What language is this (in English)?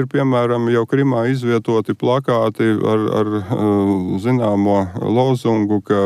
Latvian